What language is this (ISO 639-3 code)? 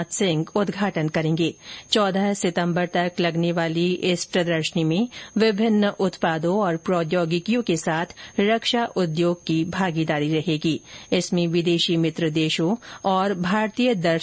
hin